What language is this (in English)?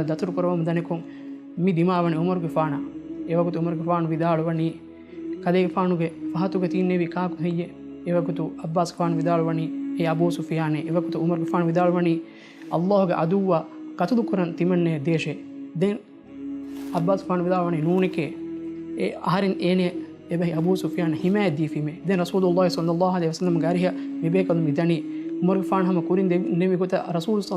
Divehi